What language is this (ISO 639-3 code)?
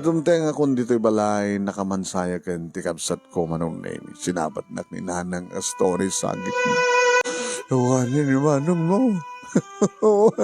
ilo